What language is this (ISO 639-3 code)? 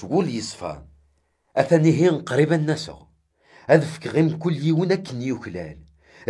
kab